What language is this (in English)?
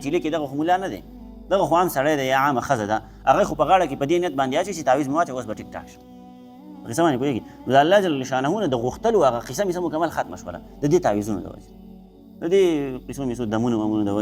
Pashto